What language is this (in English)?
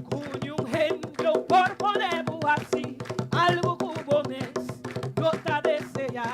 Papiamento